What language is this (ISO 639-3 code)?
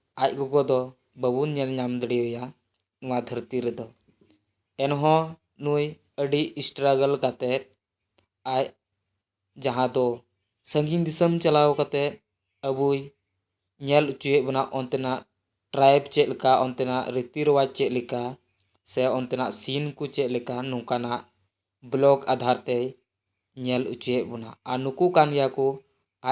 sat